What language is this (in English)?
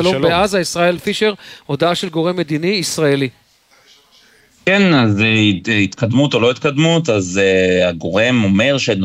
Hebrew